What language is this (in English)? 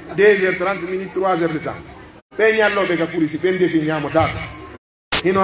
Pular